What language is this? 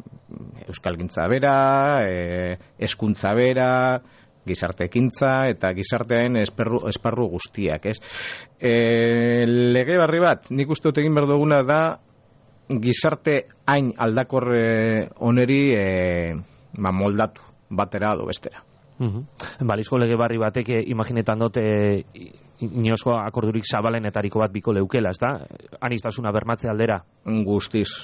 Basque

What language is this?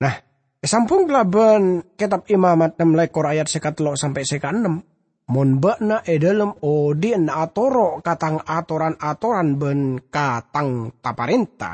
Madurese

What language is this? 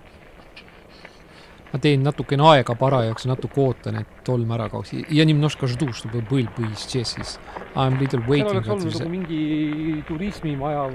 Estonian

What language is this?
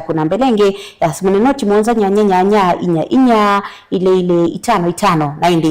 Kamba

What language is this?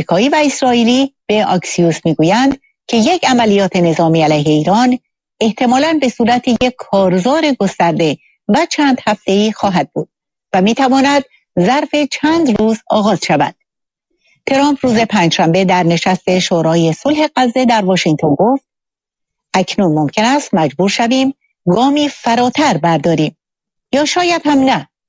Persian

